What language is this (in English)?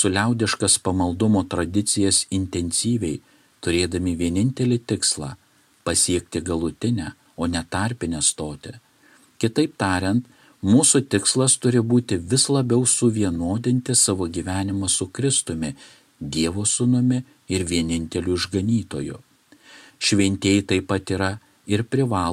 Lithuanian